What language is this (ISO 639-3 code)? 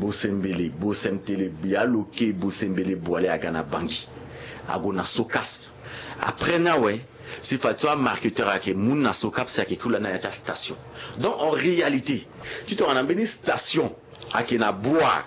sag